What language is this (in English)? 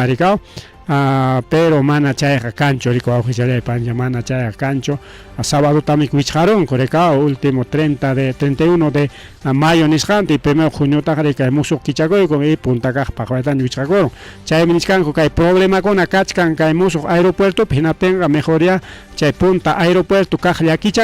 Ayacucho Quechua